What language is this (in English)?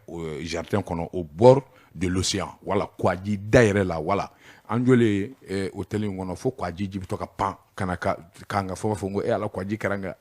Bambara